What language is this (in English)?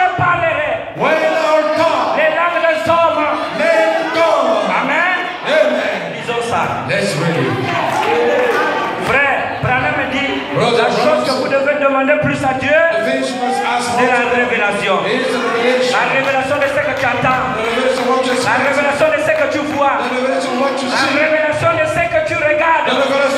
French